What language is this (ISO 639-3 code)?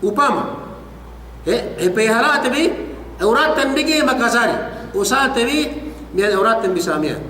yka